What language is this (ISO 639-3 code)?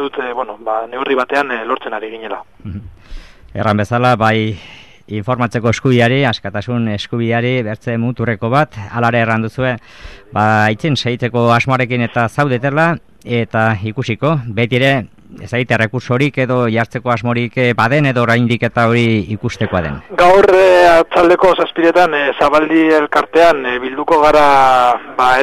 eus